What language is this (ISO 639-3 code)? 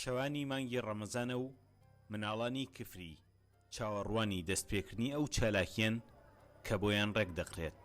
ckb